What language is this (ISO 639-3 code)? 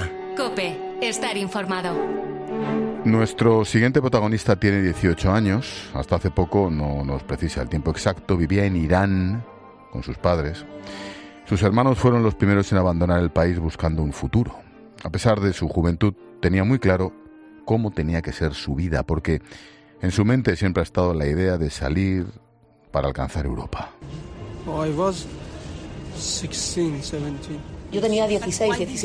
spa